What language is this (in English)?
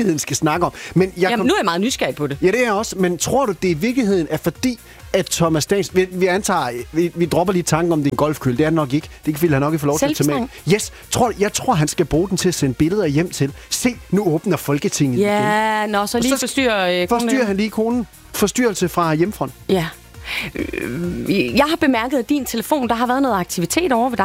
Danish